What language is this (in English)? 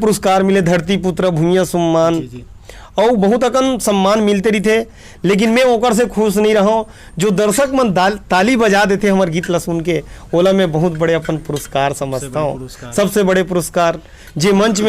Chhattisgarhi